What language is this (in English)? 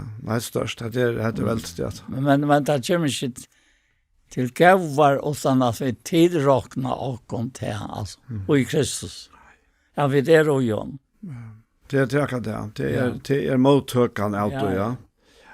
Faroese